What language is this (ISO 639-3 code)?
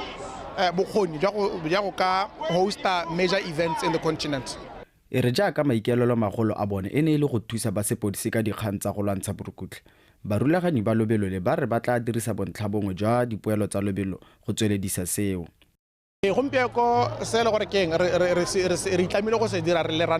tsn